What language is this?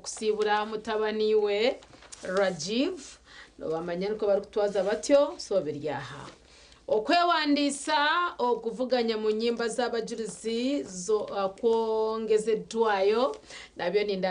Nyankole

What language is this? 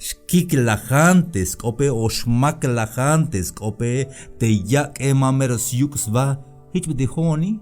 Tzeltal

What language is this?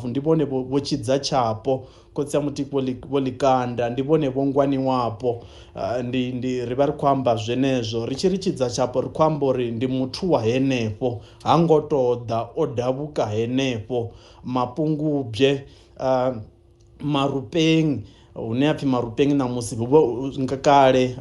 Venda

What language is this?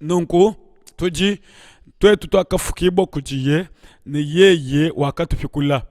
Luba-Lulua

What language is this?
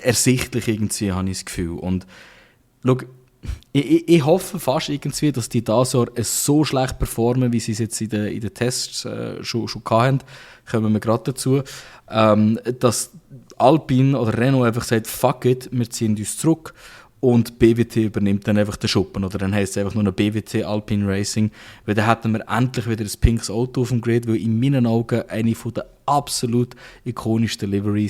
Swiss German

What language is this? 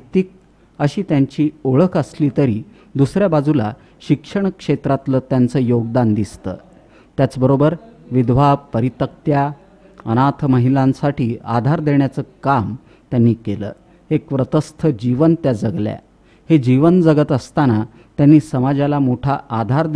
Marathi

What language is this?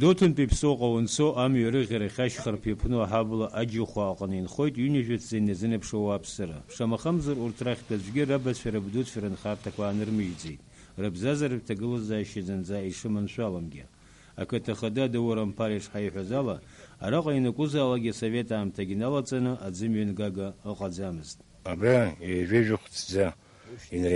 Abkhazian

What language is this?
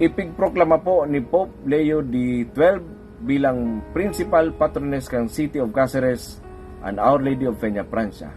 Bikol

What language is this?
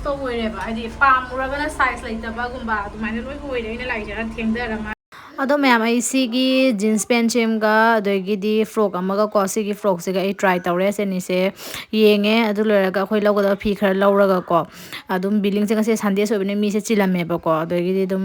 Manipuri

